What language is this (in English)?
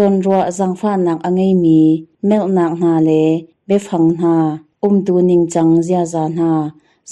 Hakha Chin